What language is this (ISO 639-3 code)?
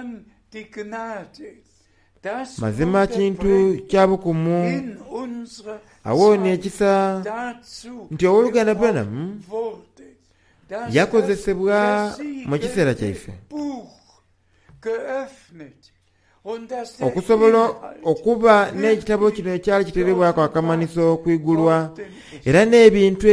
xog